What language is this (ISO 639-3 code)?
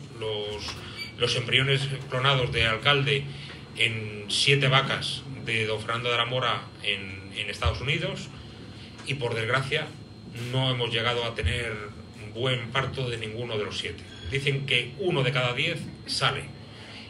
spa